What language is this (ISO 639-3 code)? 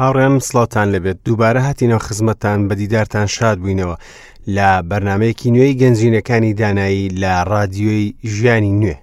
ckb